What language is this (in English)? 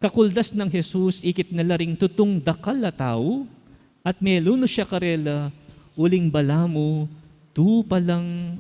Pampanga